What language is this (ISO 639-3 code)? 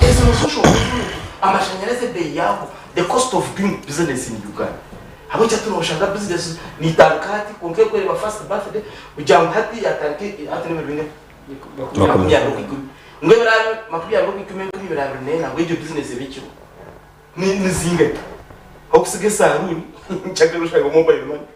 nyn